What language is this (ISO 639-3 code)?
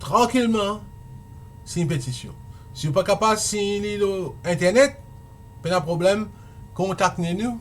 mfe